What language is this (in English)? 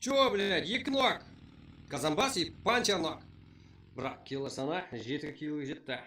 Kara-Kalpak